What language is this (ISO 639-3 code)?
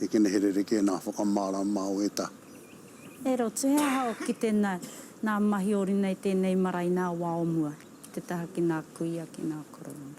mri